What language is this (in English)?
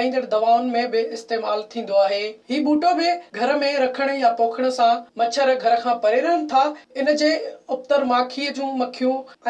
Sindhi